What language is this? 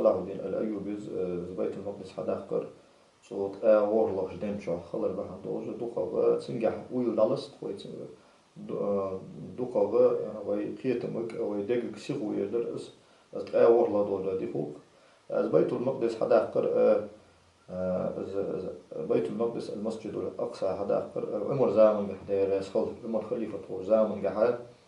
Ingush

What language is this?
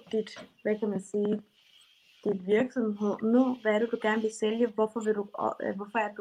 Danish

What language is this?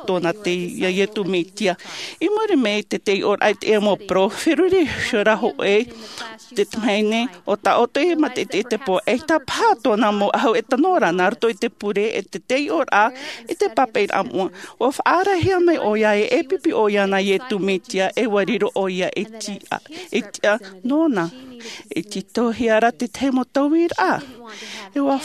Tahitian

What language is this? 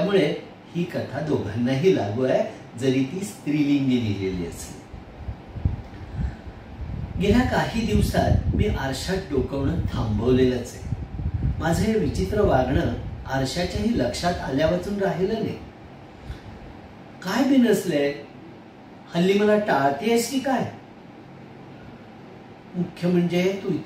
Marathi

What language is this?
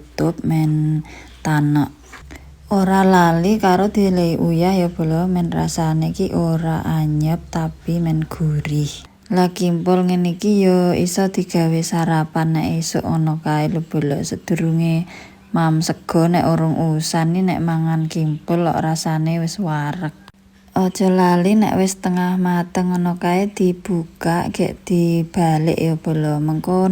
Javanese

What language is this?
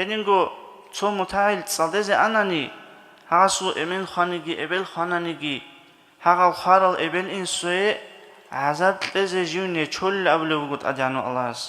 Avaric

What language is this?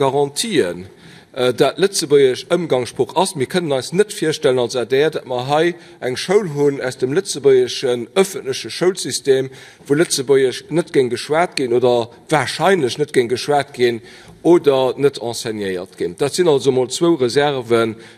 Luxembourgish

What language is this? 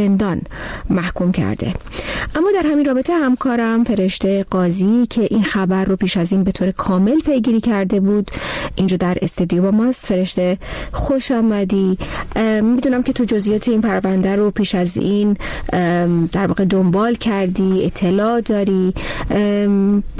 Persian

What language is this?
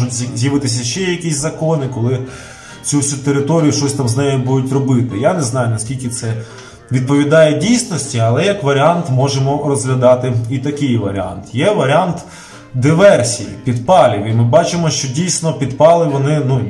Ukrainian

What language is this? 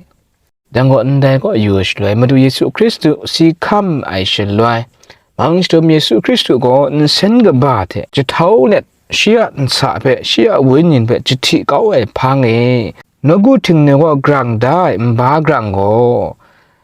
Kachin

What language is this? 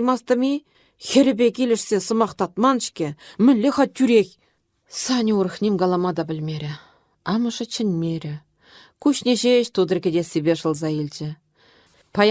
Chuvash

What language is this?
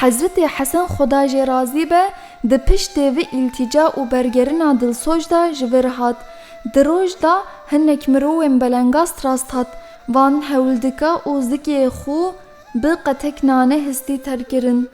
Kurdish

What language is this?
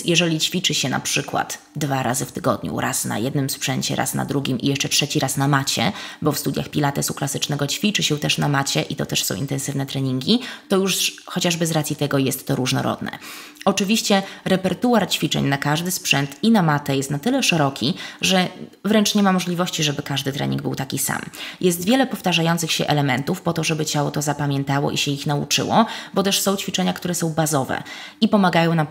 Polish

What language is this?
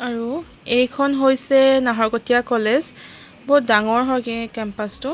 Assamese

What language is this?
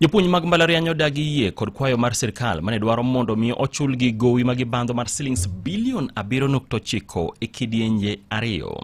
Luo (Kenya and Tanzania)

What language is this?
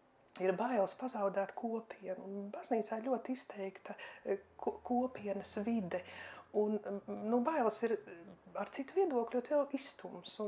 Latvian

